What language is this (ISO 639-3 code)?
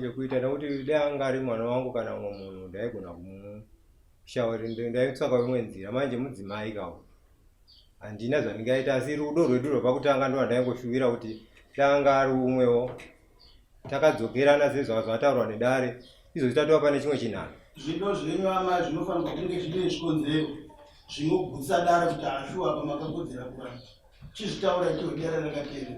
sna